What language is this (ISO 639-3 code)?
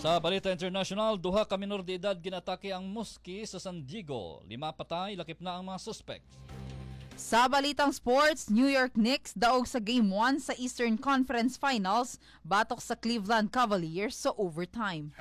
hil